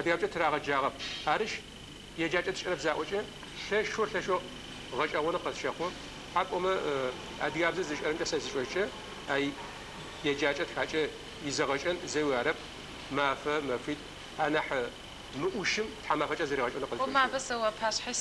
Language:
Adyghe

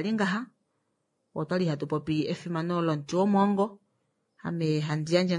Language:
Kuanyama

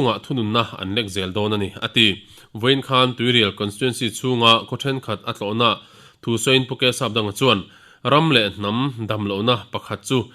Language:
Mizo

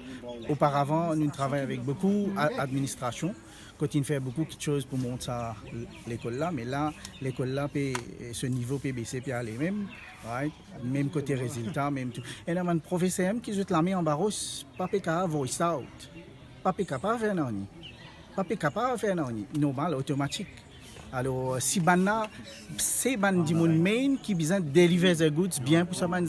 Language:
Morisyen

